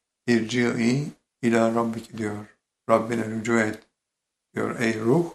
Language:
Turkish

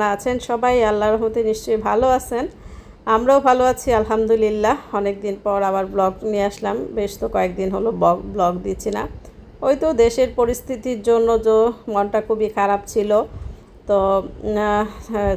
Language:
Bangla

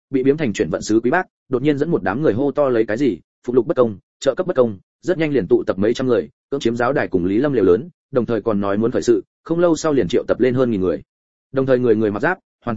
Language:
Vietnamese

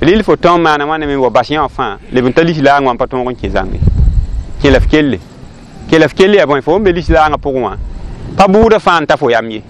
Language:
Mossi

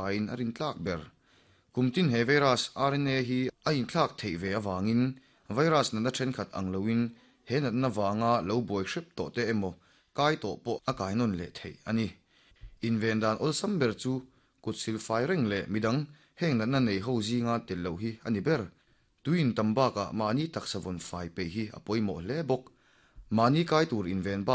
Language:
Mizo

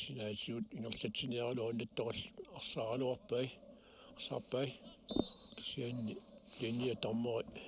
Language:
Kalaallisut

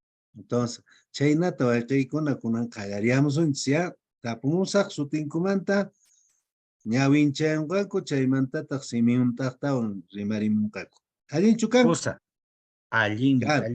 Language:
Quechua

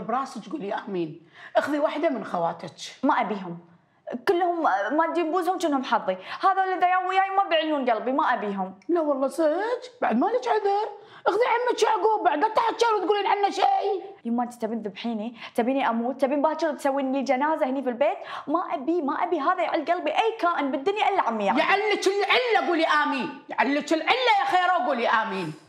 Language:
Gulf Arabic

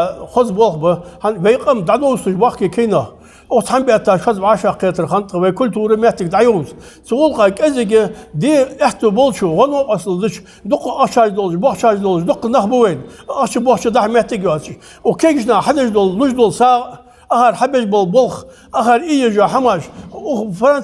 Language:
Ingush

